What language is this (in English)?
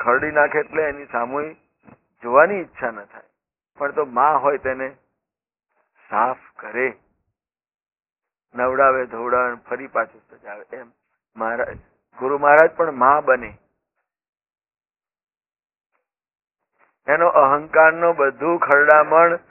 Gujarati